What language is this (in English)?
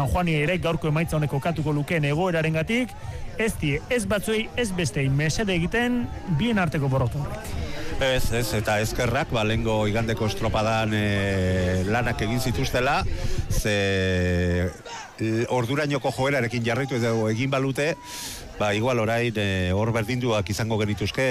Basque